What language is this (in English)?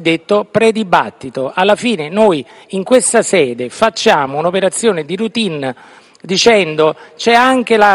Italian